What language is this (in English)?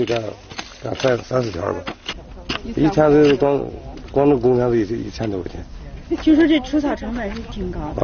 Chinese